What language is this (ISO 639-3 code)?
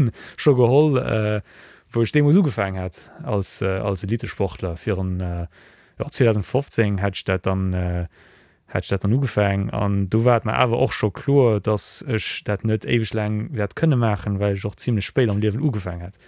ltz